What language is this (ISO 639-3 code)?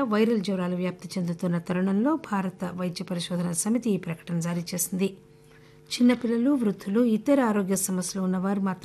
tel